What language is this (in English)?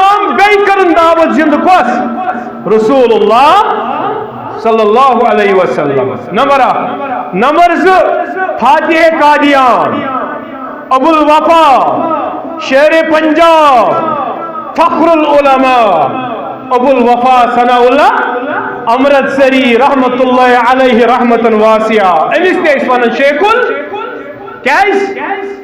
Kashmiri